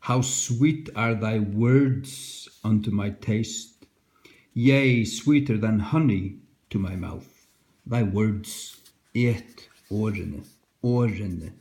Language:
Faroese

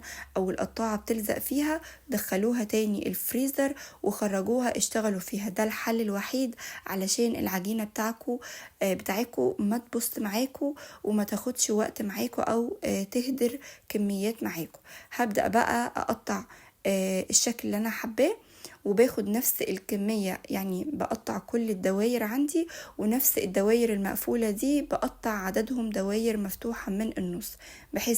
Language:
Egyptian Arabic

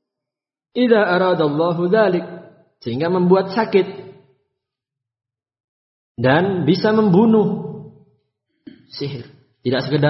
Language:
Indonesian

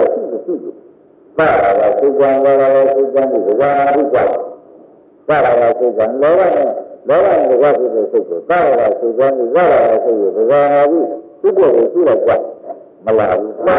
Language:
Burmese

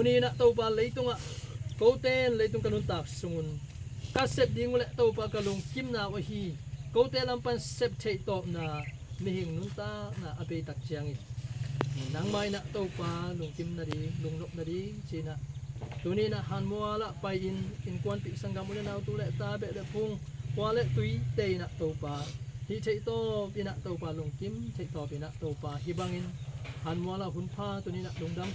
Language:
Tedim Chin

